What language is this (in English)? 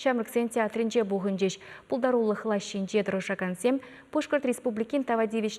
Chuvash